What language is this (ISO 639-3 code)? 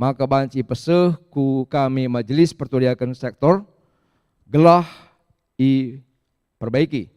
btx